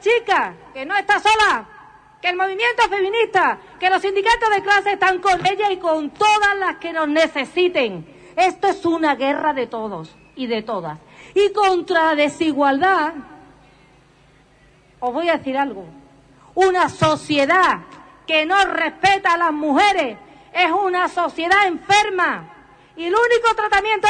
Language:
Spanish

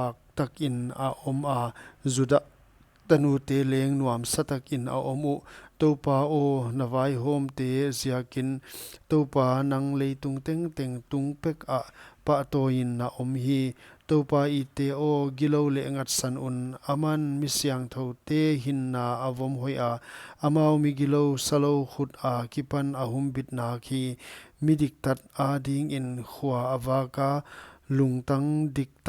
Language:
Paite Chin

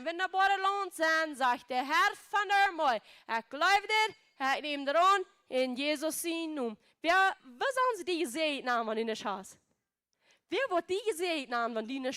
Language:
Plautdietsch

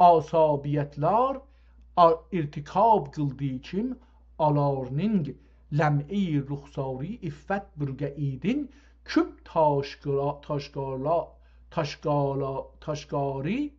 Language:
South Azerbaijani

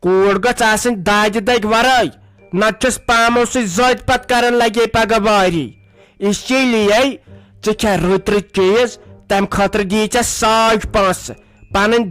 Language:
Kashmiri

